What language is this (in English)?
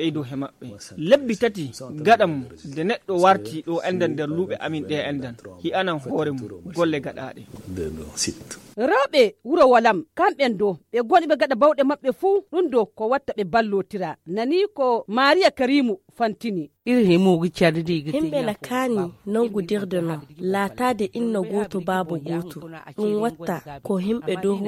Nigerian Fulfulde